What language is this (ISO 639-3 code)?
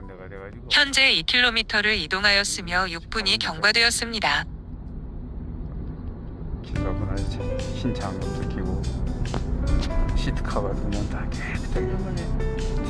kor